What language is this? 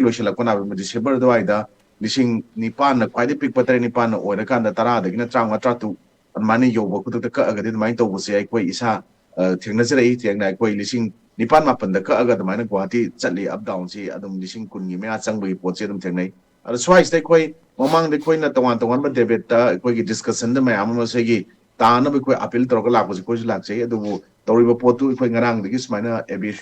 Manipuri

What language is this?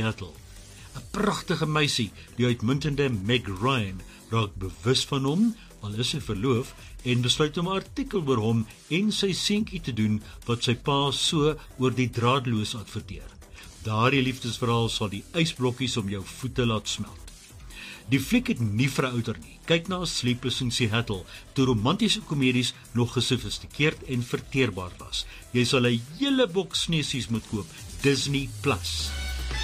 Afrikaans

